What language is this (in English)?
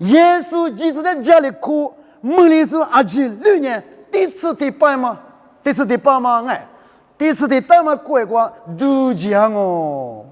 Lisu